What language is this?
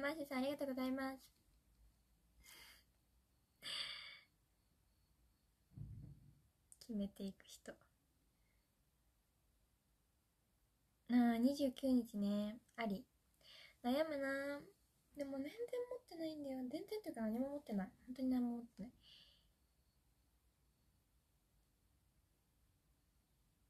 Japanese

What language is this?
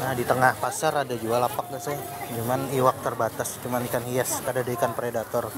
Banjar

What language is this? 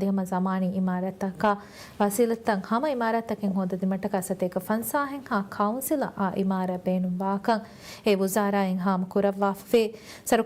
Divehi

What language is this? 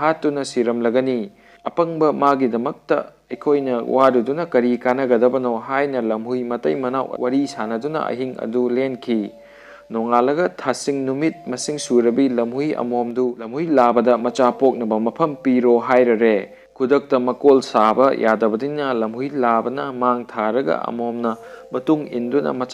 Manipuri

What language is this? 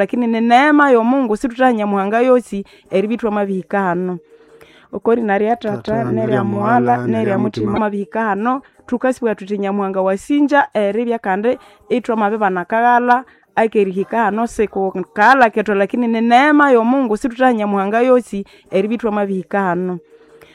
Nande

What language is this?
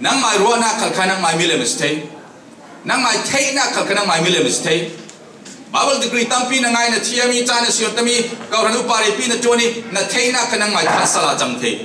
Falam Chin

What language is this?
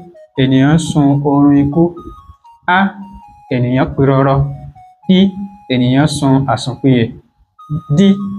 Yoruba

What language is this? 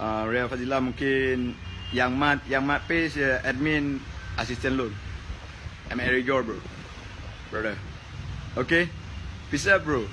Achinese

